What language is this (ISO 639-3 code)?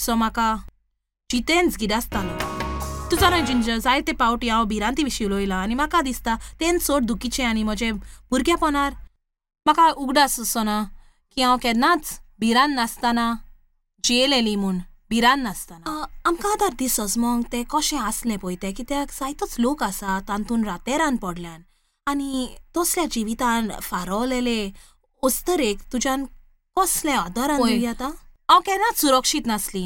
kok